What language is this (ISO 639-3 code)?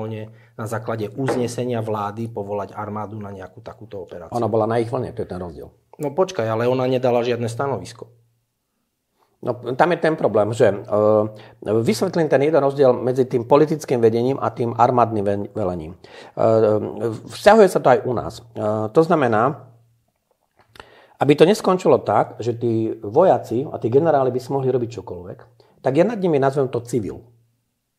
slk